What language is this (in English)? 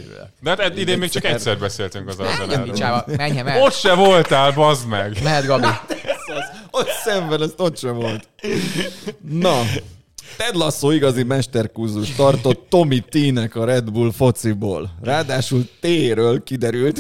Hungarian